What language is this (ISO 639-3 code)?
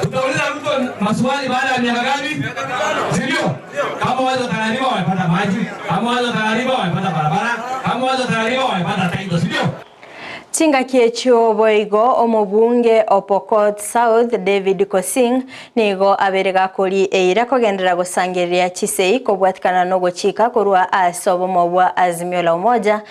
guz